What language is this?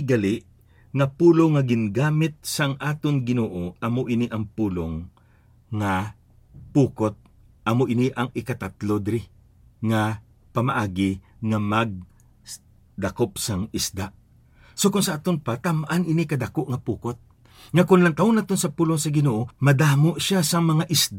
Hiligaynon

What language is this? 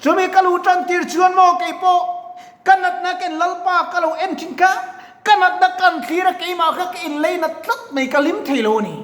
Mizo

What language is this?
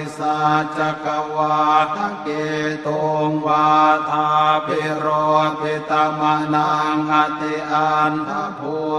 Pali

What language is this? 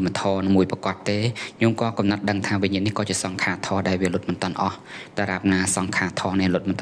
Khmer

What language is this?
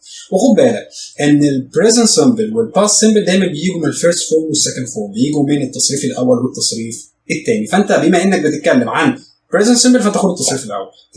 Egyptian Arabic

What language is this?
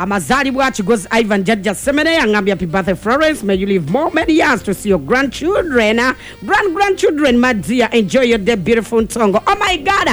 Ganda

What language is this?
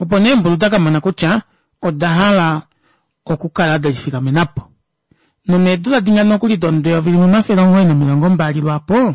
Kuanyama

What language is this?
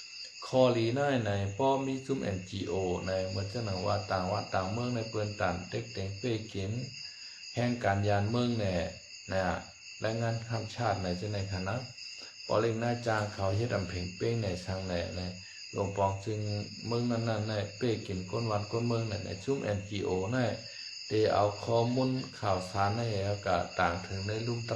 Shan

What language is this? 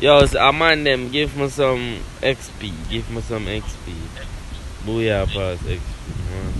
Jamaican Creole English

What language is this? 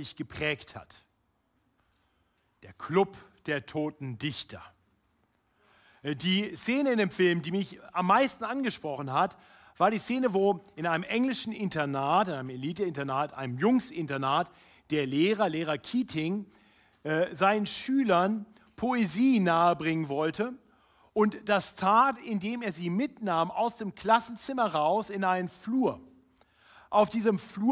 German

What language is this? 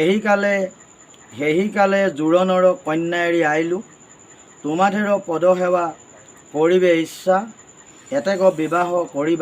Assamese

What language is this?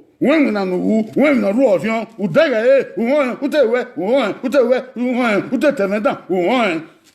Bini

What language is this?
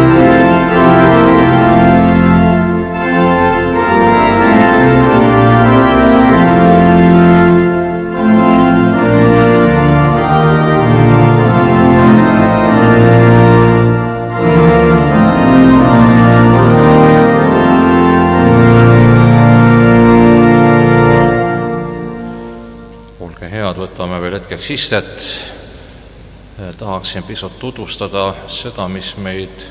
Estonian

